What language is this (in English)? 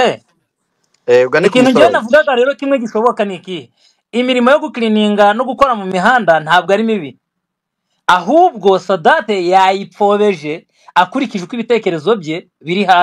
Kinyarwanda